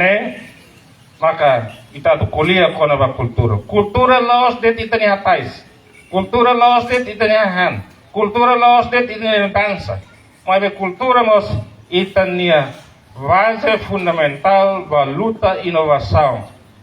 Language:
Tetum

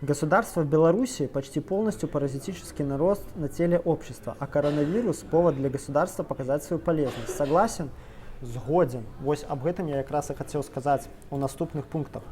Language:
Belarusian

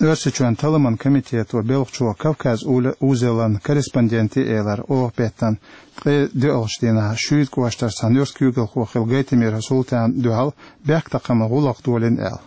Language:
Chechen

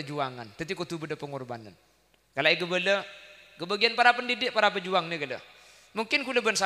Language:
Madurese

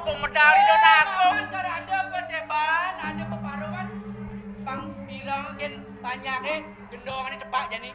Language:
Balinese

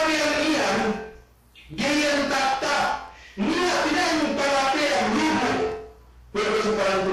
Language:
Yakan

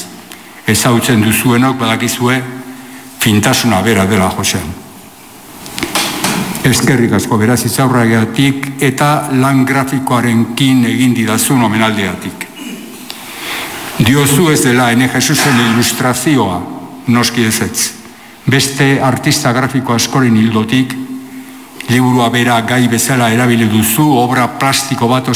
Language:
Basque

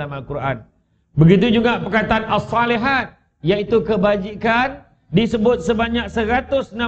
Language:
Malay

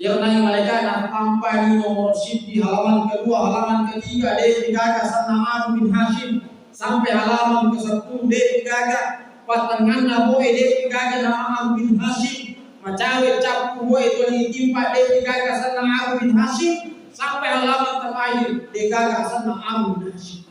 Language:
Buginese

